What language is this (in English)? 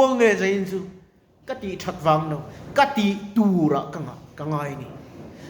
Mizo